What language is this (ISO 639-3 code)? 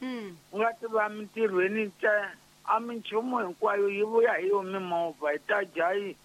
tso